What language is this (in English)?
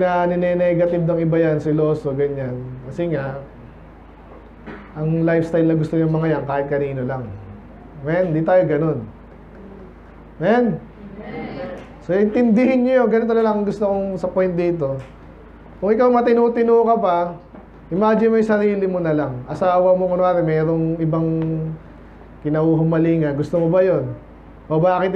Filipino